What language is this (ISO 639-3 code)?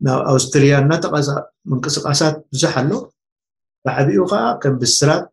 tir